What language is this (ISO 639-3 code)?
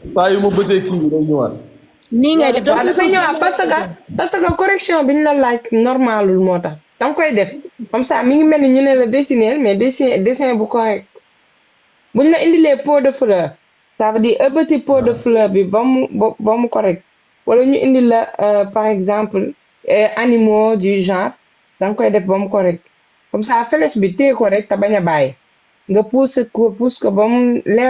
wol